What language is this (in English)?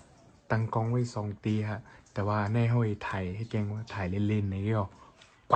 Shan